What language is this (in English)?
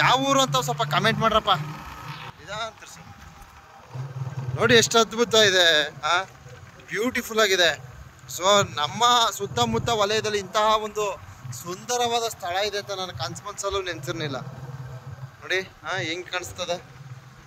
Kannada